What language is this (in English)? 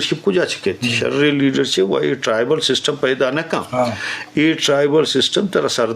Eastern Balochi